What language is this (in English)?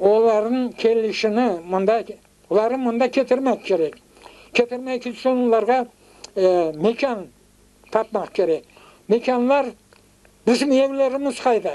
Crimean Tatar